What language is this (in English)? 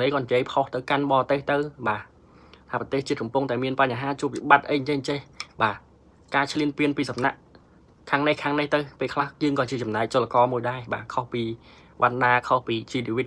Khmer